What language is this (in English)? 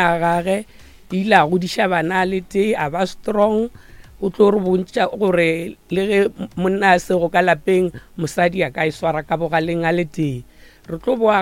Northern Sotho